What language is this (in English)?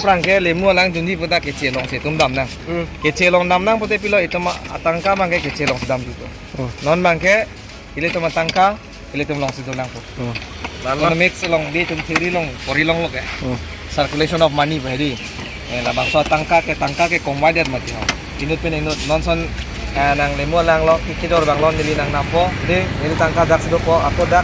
Karbi